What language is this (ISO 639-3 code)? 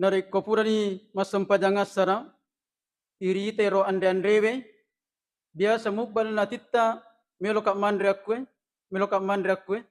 bug